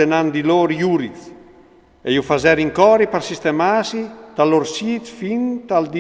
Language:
Friulian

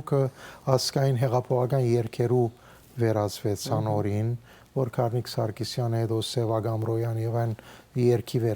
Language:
Western Armenian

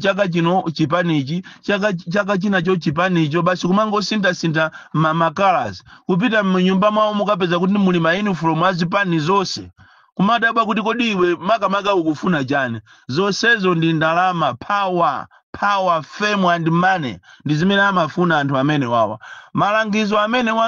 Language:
Nyanja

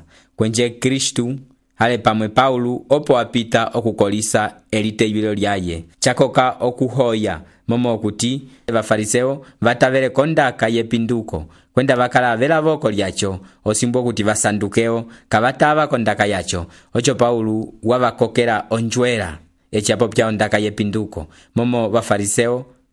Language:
Umbundu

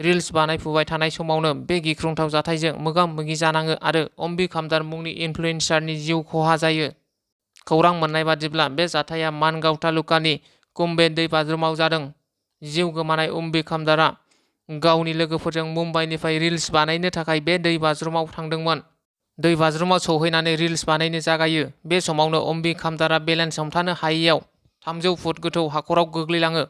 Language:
Bodo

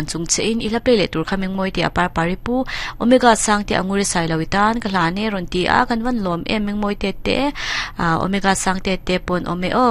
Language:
Mizo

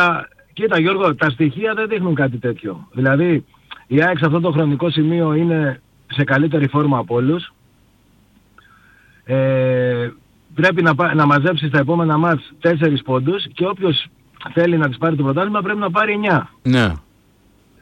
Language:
Greek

